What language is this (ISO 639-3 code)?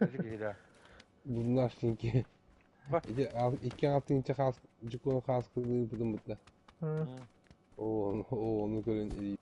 sah